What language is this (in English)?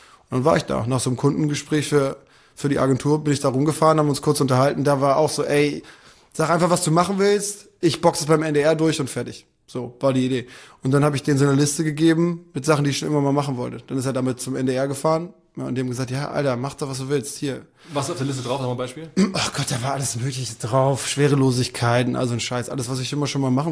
German